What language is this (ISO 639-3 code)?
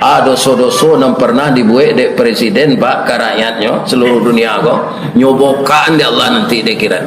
min